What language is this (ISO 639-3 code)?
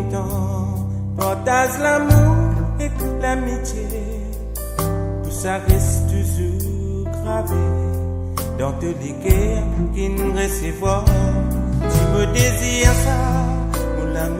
mfe